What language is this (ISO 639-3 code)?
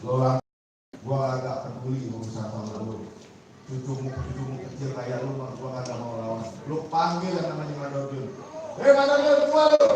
bew